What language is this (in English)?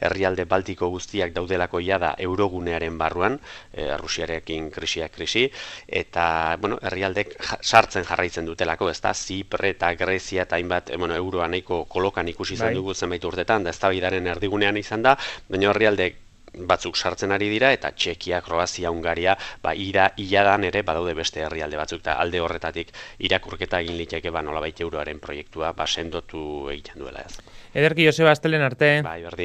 Basque